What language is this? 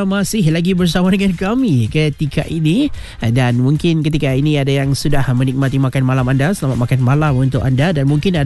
Malay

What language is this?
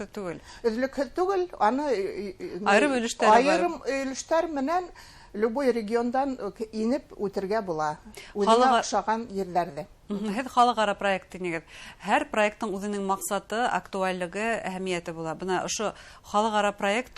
Bashkir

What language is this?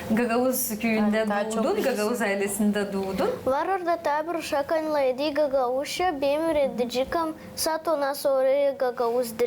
Gagauz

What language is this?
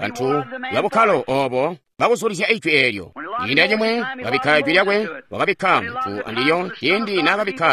Tonga (Zambia)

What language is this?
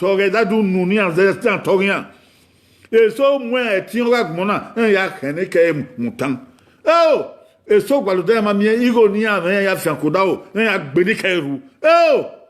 Bini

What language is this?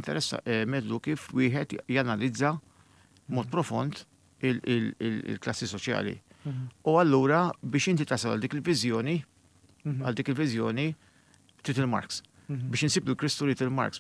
Maltese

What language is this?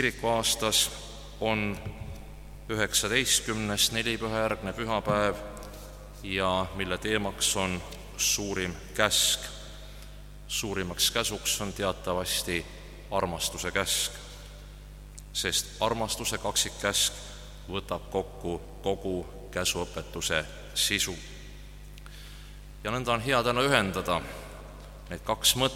Estonian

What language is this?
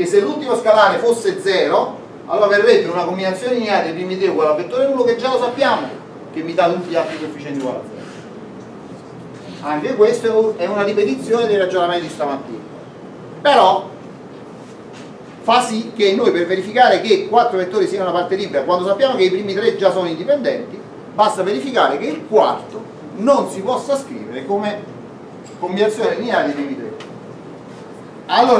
Italian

